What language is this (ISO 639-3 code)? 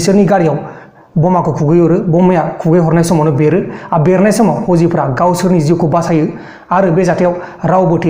brx